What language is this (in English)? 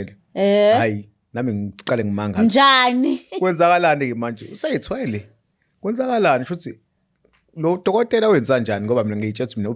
Zulu